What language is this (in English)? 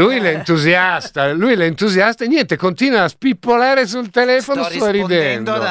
Italian